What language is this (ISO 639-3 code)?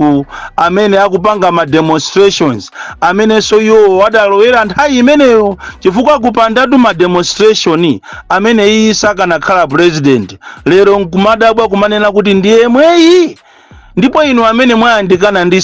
nya